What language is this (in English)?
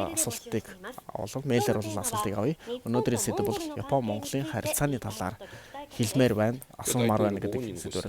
Mongolian